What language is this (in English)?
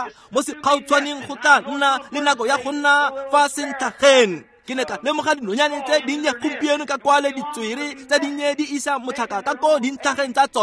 Tswana